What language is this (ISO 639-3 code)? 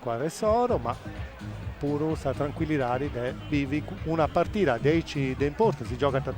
srd